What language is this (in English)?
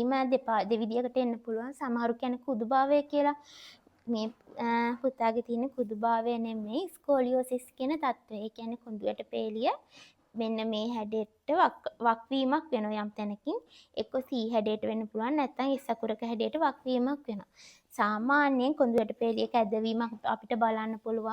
Sinhala